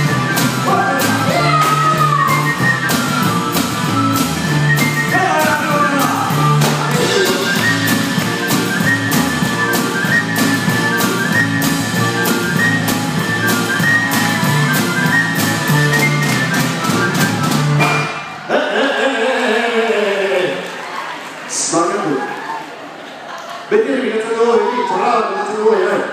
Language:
Basque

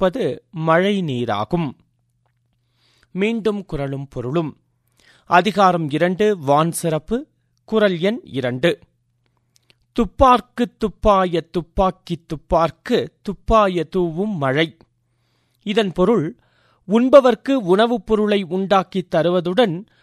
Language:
Tamil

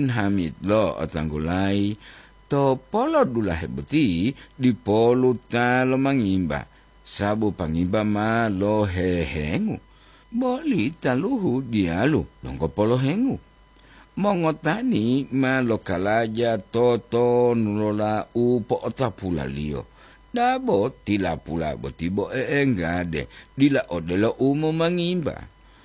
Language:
Gorontalo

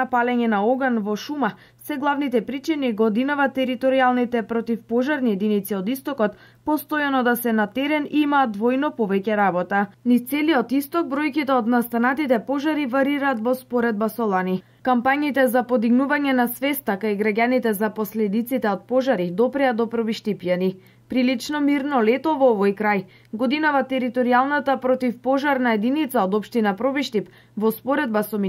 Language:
Macedonian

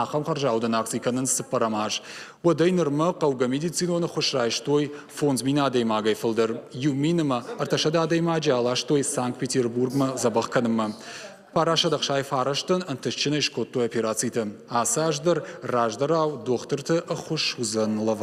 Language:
Ossetic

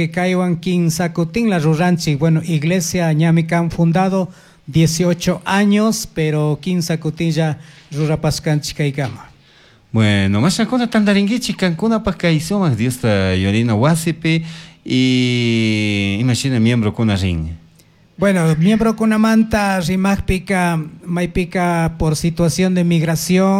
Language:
Chimborazo Highland Quichua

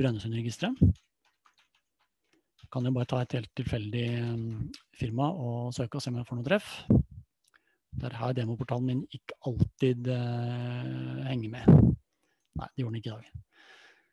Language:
Norwegian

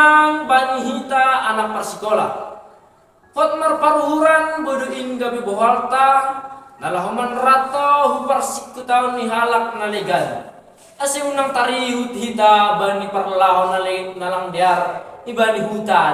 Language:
Batak Simalungun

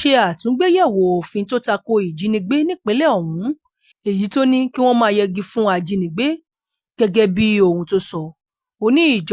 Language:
Yoruba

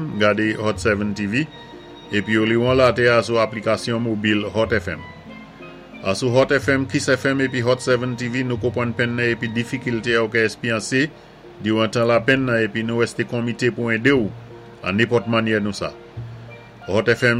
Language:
Saint Lucian Creole French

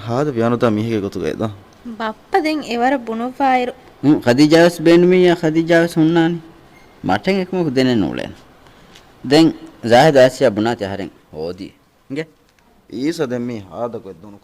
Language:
Divehi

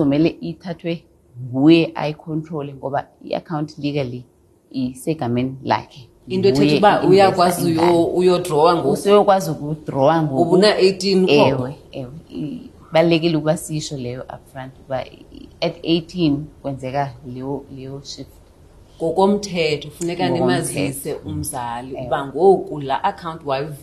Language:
Xhosa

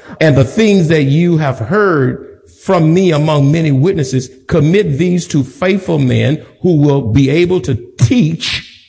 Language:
English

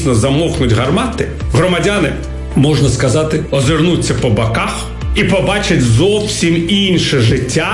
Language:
Ukrainian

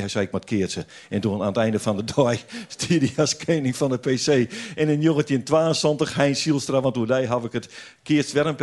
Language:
Western Frisian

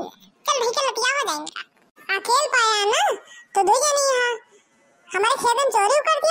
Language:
Bhojpuri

